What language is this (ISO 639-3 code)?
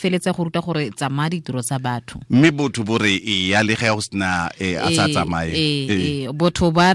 tsn